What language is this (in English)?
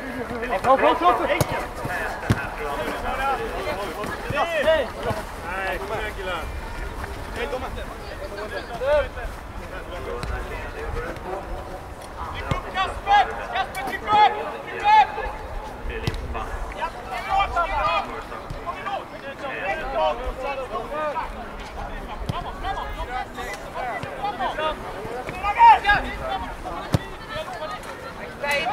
Swedish